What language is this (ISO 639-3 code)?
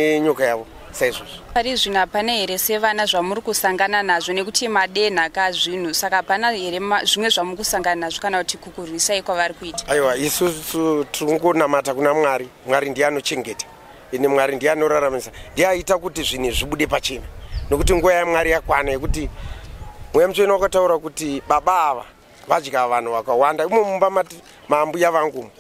sna